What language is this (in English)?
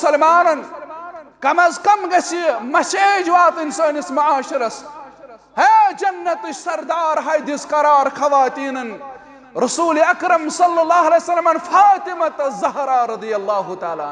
Kashmiri